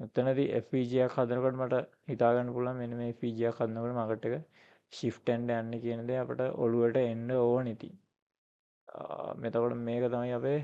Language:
Sinhala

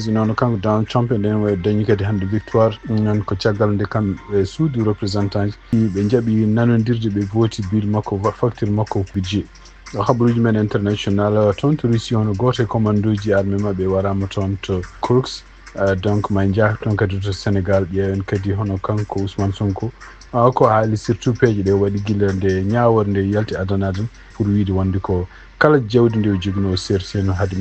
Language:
Fula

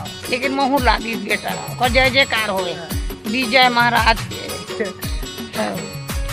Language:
Chhattisgarhi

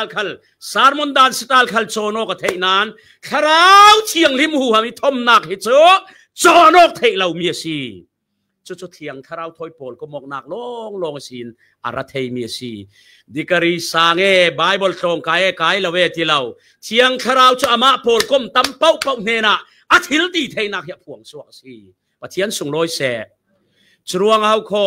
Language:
Falam Chin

